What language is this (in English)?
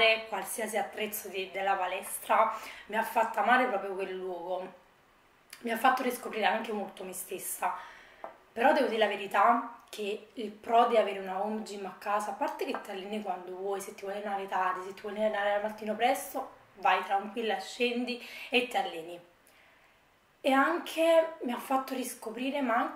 Italian